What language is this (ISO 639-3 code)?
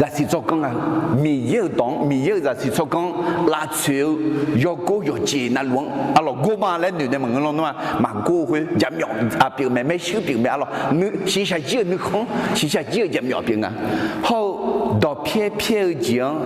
ahk